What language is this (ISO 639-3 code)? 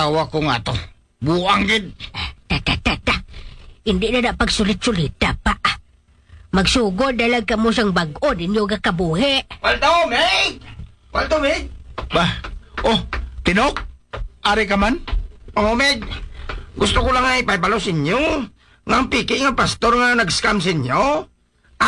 hil